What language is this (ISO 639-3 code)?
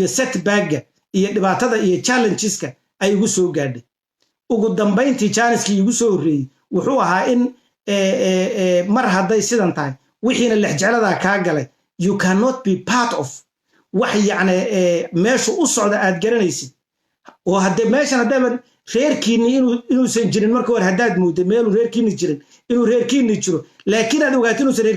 som